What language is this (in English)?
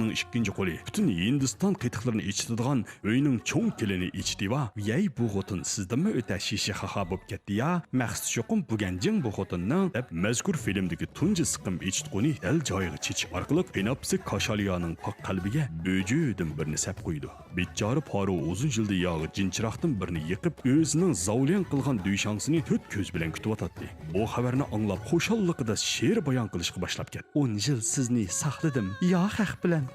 Uyghur